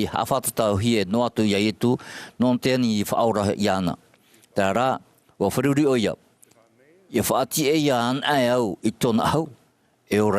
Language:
Tahitian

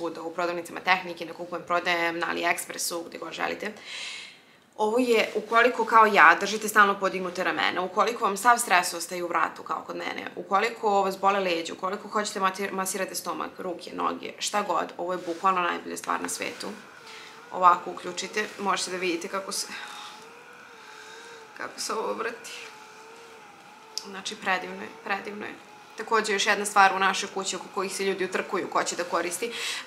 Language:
Serbian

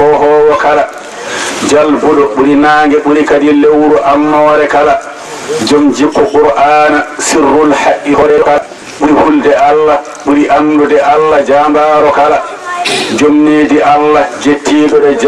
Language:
Fula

